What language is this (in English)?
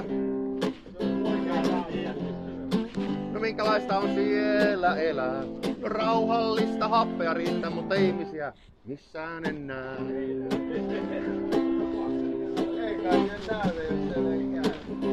Finnish